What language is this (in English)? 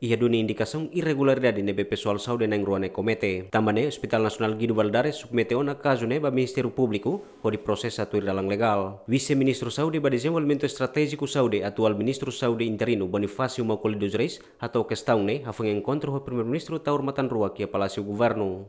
Tetum